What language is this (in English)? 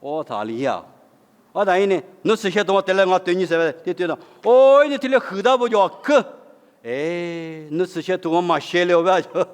Lisu